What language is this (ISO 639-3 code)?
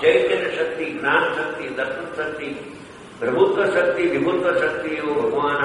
guj